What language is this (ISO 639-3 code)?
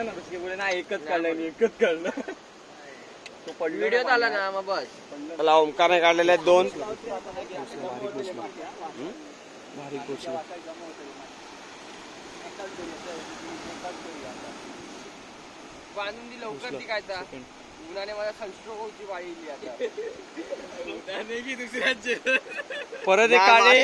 mar